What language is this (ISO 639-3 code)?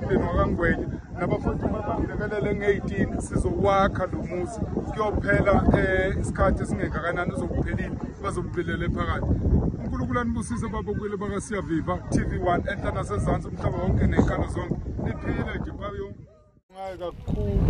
zul